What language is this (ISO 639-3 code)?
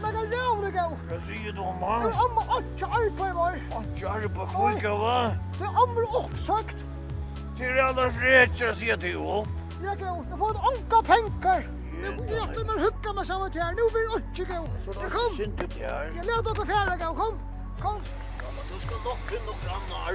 fao